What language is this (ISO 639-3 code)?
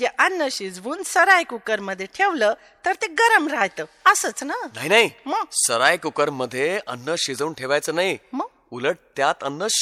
mar